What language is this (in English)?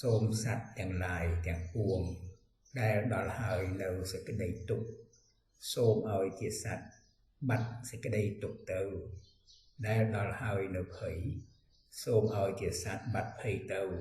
Khmer